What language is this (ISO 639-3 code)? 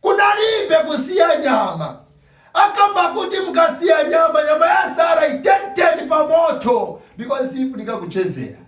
nya